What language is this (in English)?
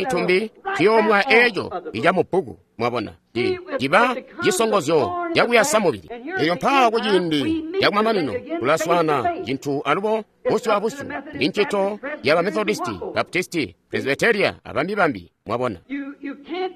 Tonga (Zambia)